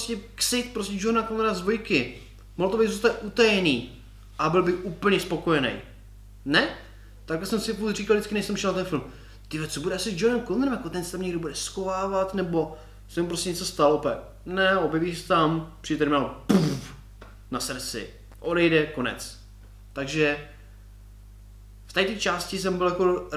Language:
Czech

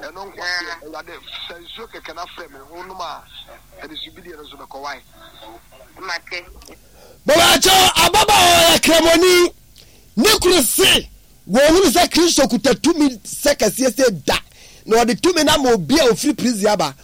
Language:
Akan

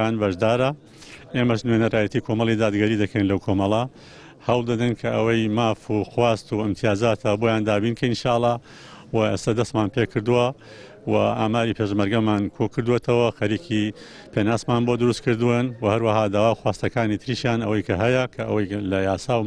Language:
Central Kurdish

